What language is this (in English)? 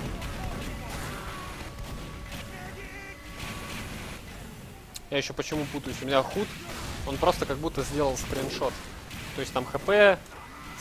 Russian